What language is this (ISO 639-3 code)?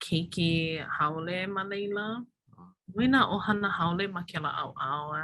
haw